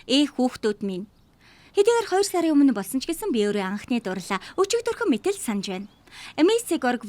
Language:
Mongolian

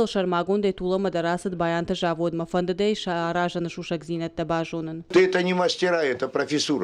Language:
Ossetic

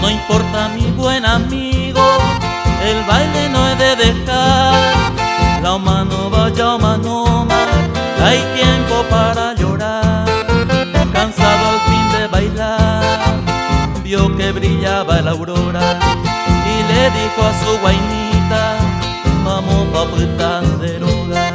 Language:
Guarani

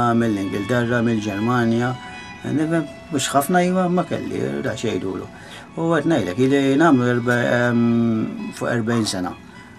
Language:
Maltese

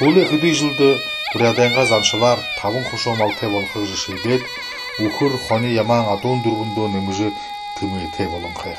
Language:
Buriat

